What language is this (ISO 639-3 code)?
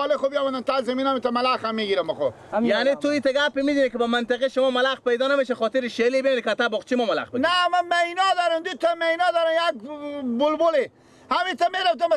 fas